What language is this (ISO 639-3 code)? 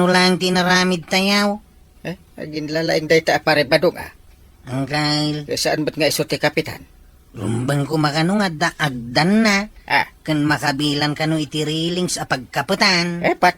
ilo